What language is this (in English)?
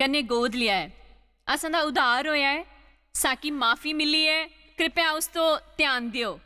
Dogri